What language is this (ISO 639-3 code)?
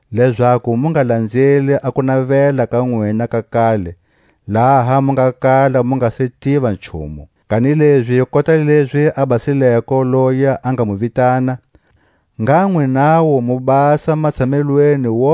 tsc